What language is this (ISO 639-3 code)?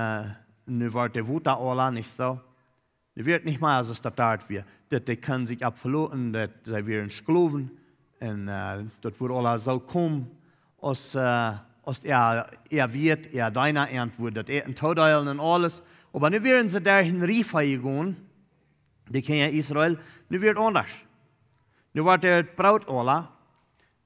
pdt